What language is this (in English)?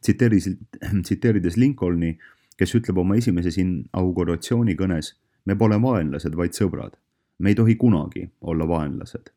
Estonian